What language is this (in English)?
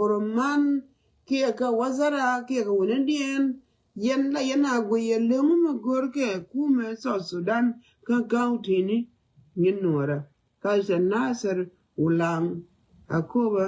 Nuer